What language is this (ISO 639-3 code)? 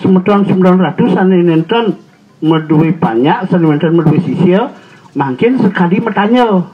ban